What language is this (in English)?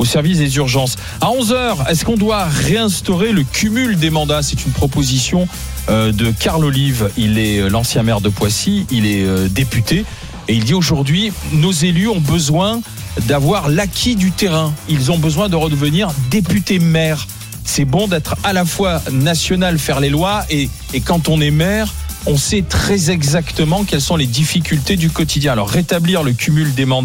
French